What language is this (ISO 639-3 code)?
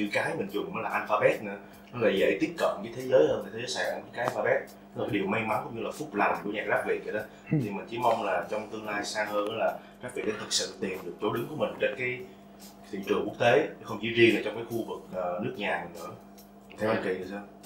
vie